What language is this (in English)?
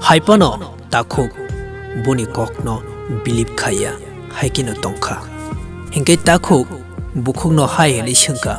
Kok Borok